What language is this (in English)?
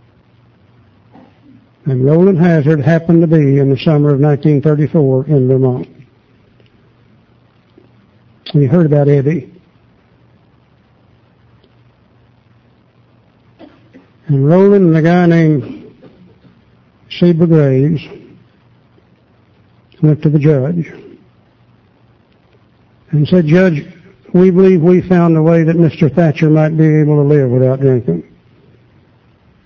English